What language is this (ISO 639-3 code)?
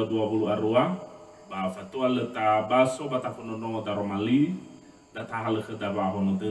nia